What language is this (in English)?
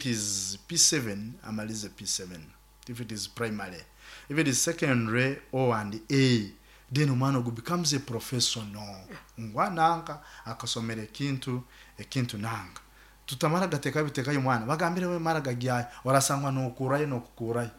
Nyoro